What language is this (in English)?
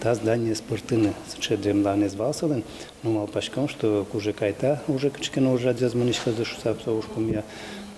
Udmurt